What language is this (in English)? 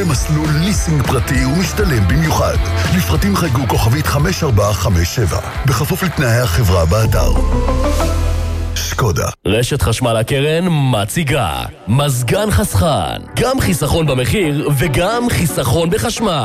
Hebrew